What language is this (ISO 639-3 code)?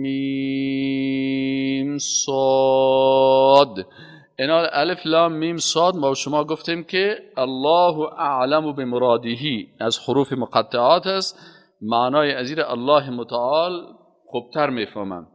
fas